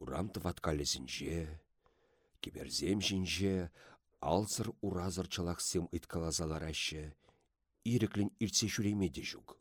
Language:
Chuvash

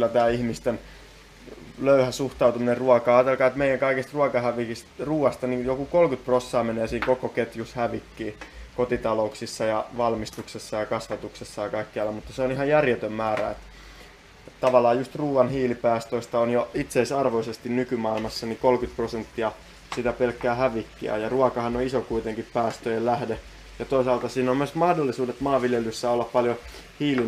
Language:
Finnish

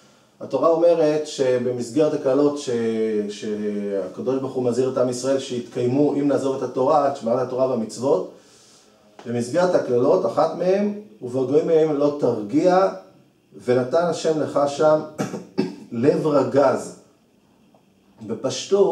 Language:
Hebrew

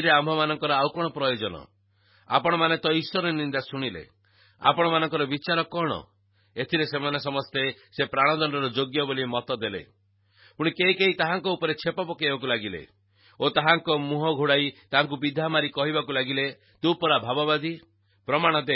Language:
Odia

